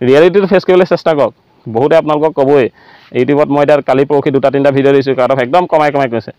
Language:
Assamese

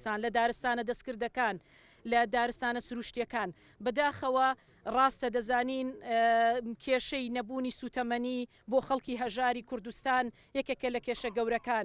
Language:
Central Kurdish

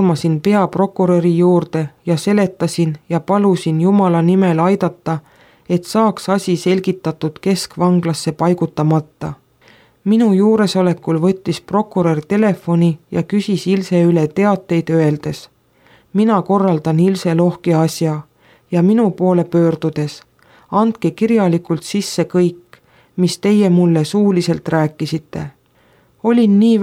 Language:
Estonian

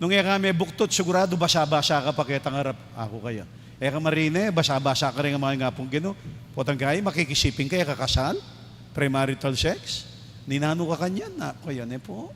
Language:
Pampanga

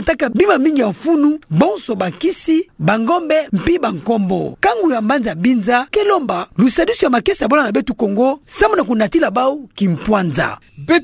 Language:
Kituba (Democratic Republic of Congo)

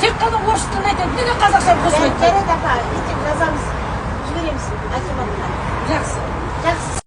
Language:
Kazakh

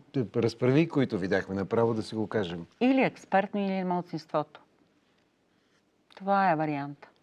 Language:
Bulgarian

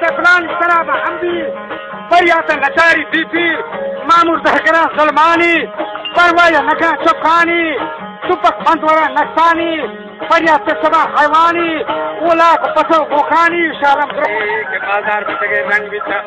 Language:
Baluchi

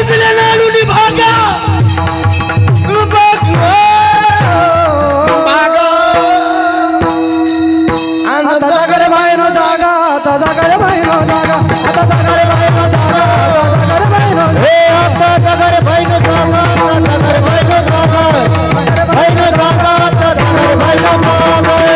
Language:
Marathi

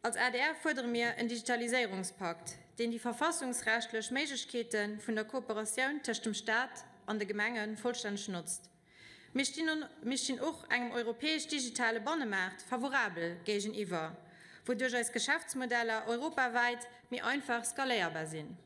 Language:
Luxembourgish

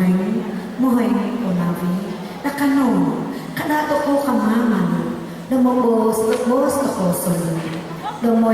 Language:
Central Dusun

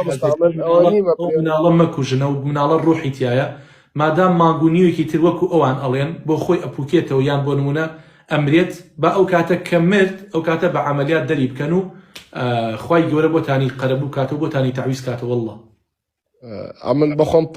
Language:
Central Kurdish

